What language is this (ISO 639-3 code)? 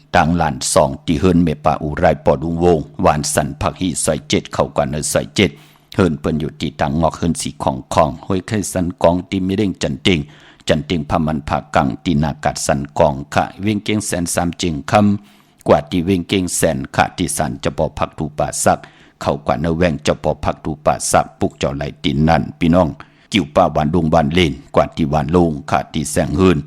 shn